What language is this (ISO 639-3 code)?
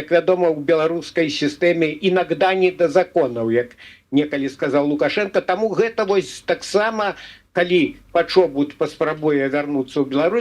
bel